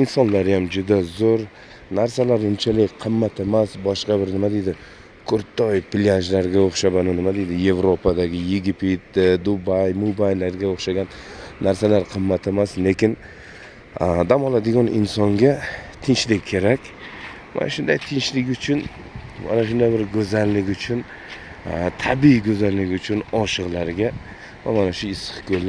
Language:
Uzbek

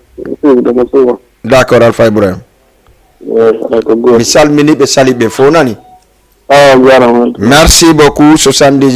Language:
Fula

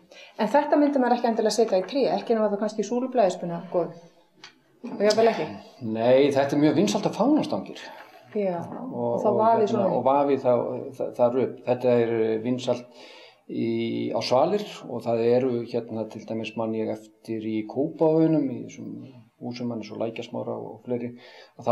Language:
Icelandic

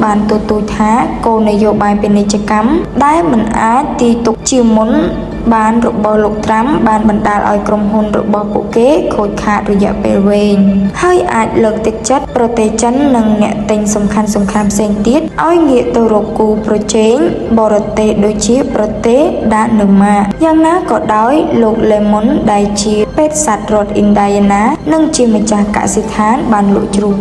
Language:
Khmer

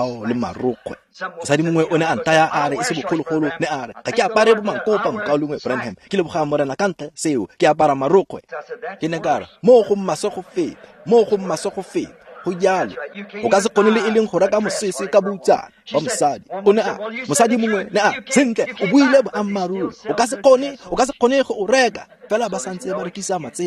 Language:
Tswana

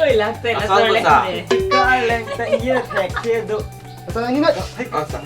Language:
Karbi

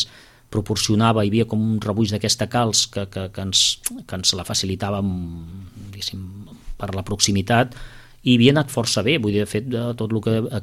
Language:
Catalan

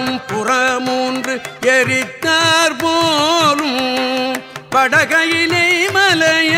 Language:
Tamil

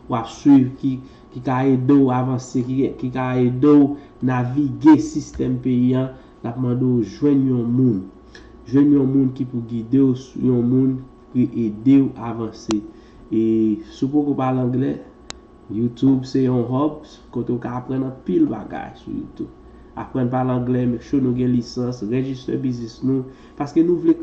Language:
Haitian Creole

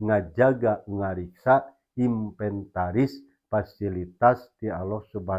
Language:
Sundanese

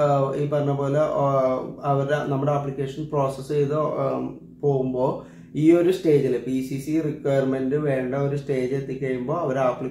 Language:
Malayalam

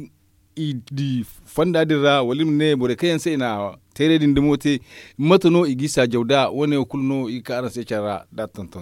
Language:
Zarma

